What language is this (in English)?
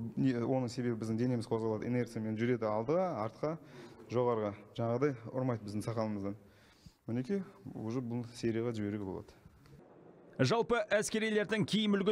Kazakh